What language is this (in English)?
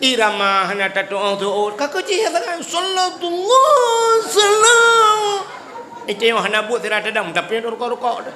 Achinese